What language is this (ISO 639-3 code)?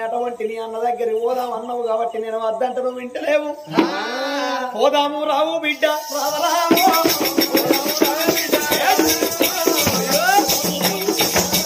tel